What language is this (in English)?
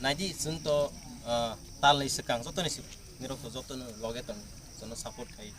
Kok Borok